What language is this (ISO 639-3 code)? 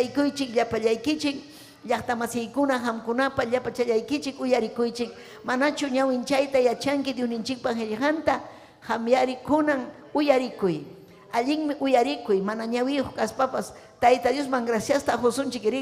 quy